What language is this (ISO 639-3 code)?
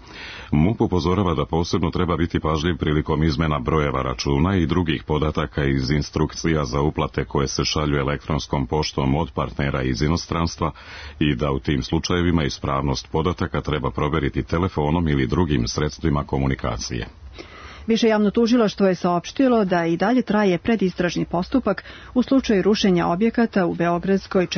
srp